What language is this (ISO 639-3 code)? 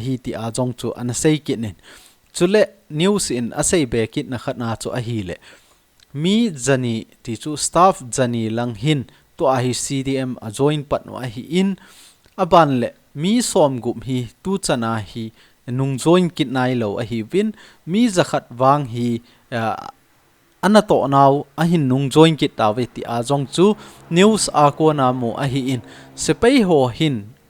tcz